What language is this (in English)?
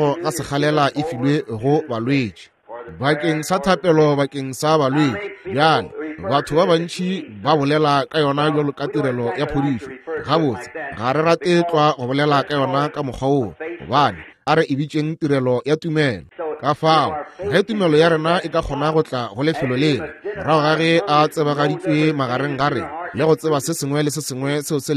Northern Sotho